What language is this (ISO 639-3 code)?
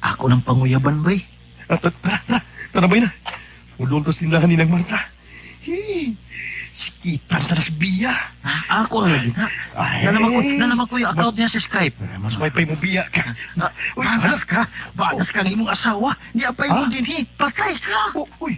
ceb